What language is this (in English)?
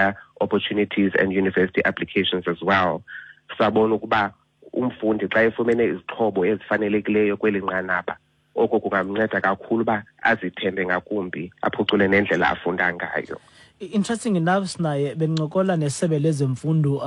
Xhosa